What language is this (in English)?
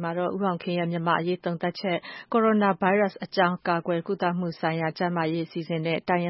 Burmese